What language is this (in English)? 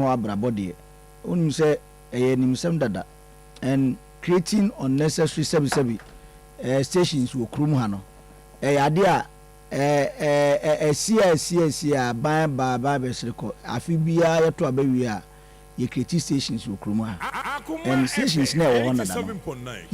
Akan